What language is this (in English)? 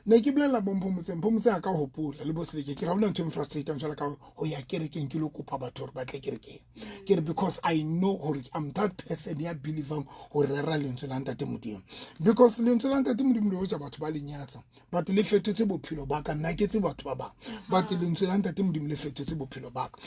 Southern Sotho